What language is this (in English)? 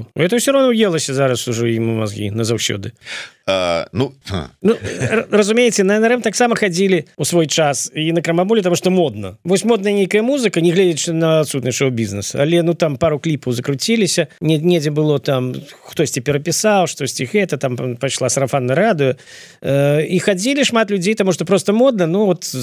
Belarusian